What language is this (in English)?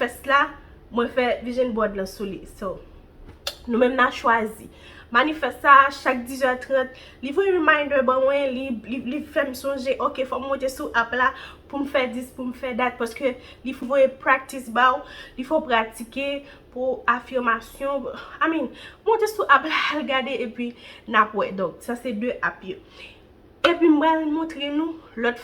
Haitian Creole